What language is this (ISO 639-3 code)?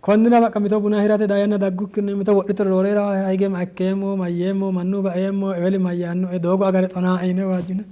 sid